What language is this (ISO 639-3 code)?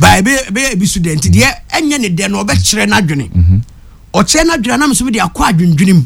aka